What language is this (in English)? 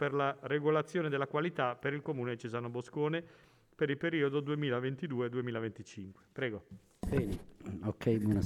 Italian